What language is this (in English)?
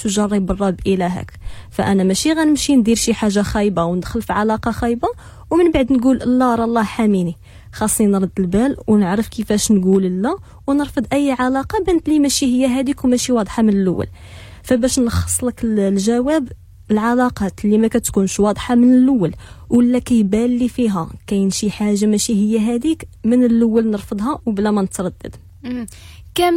Moroccan Arabic